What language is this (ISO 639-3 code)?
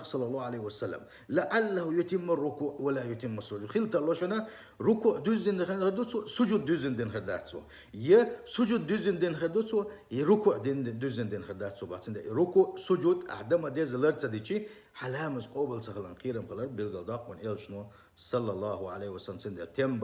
che